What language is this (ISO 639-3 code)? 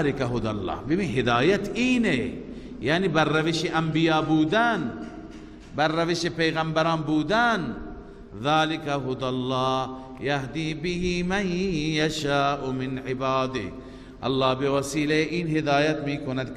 fas